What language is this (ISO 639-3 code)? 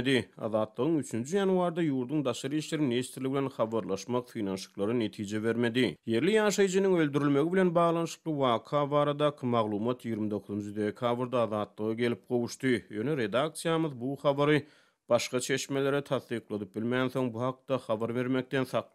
tuk